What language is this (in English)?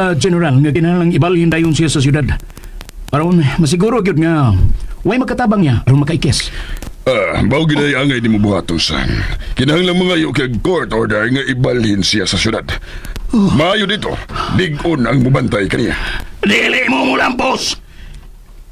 Cebuano